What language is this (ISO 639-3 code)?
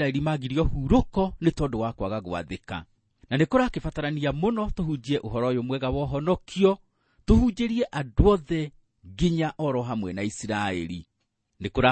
kik